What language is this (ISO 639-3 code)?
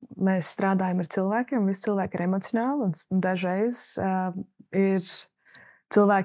lav